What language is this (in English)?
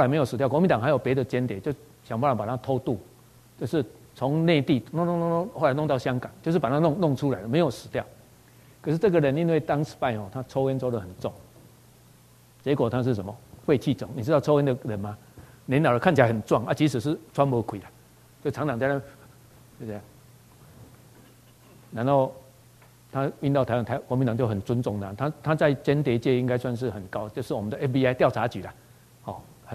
Chinese